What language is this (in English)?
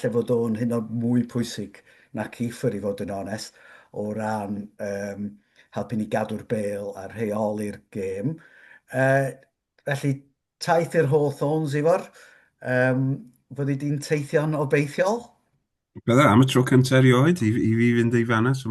Welsh